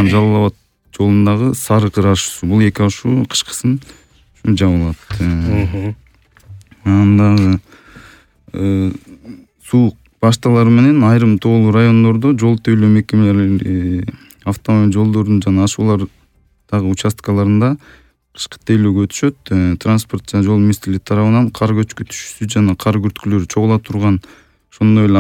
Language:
Kyrgyz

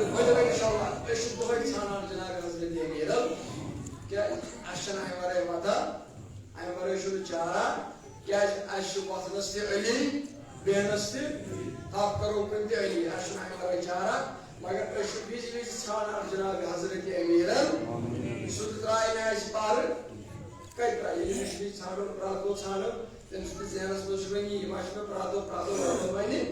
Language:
Kashmiri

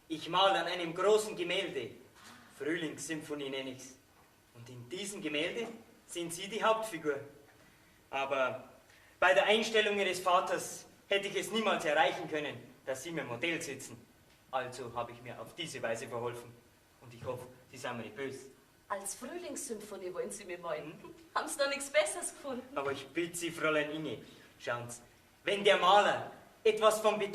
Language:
Bavarian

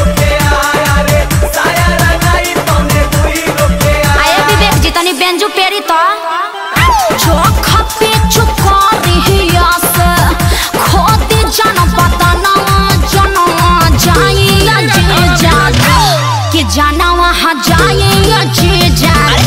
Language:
Bhojpuri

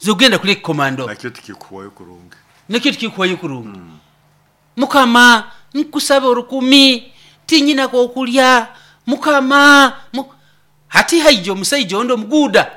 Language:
Nyoro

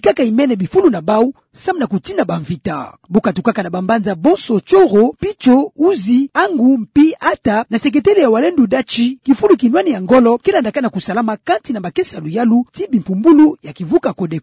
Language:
Kituba (Democratic Republic of Congo)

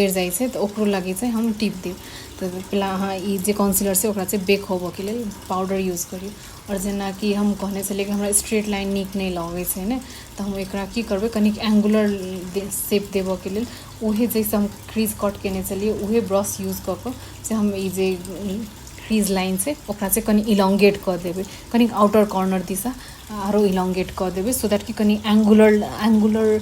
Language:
Maithili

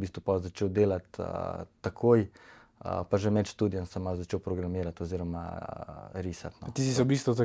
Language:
Slovenian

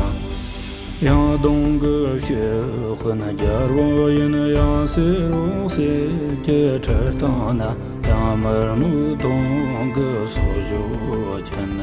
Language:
Tibetan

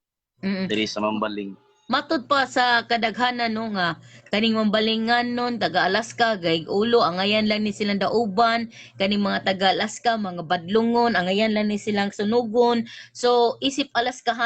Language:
Cebuano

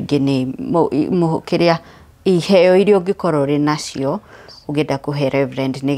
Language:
Kikuyu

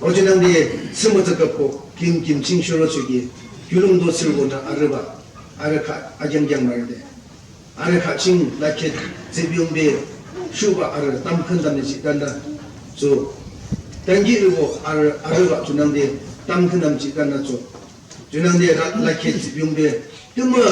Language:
Yimchungru Naga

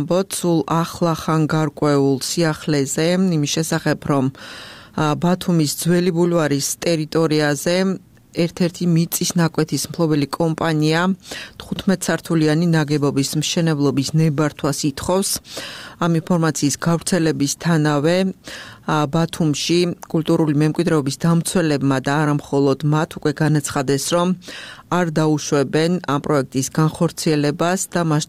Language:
Georgian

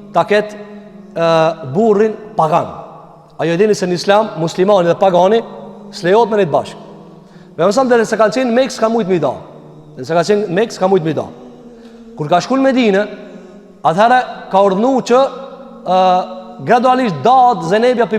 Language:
Albanian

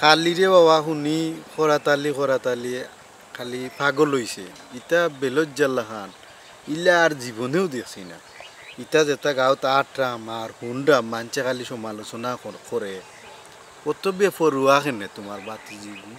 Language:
Sylheti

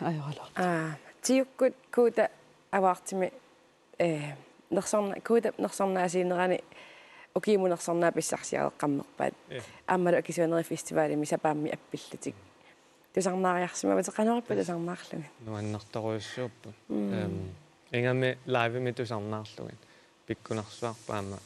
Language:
Kalaallisut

